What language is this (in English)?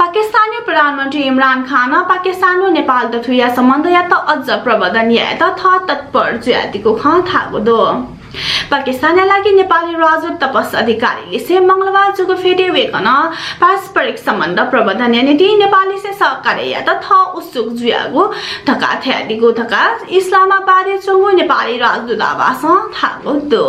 Newari